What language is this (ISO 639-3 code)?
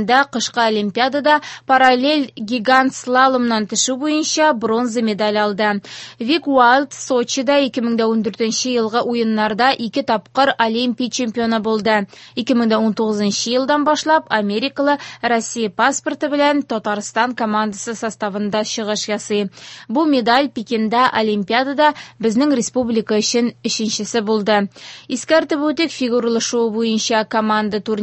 tat